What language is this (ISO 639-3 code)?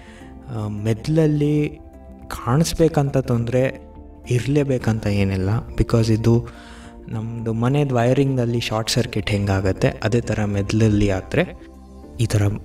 kan